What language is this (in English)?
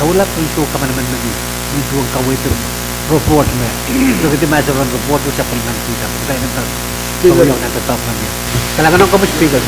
Pohnpeian